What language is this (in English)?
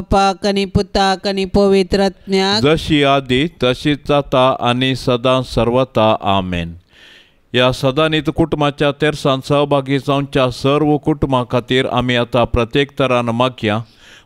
Konkani